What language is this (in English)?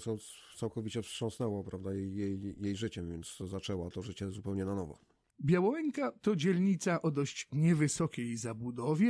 Polish